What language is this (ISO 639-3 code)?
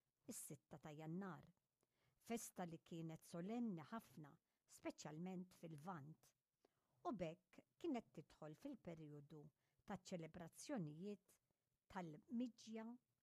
mlt